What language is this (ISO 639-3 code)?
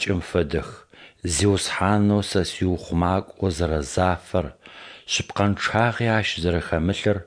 ady